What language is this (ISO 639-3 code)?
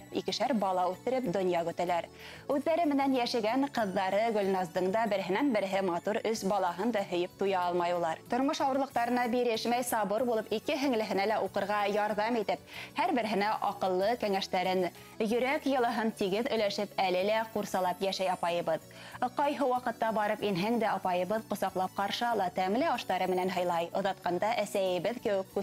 bak